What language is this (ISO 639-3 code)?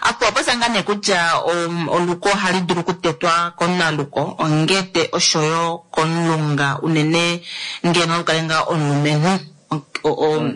kua